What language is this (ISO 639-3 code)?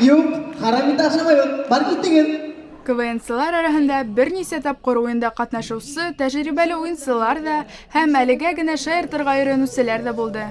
bak